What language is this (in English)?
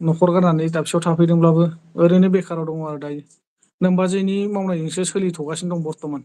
Bodo